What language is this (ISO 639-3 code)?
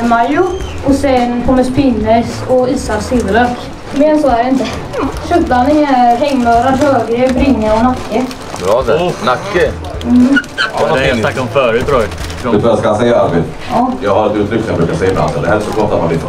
swe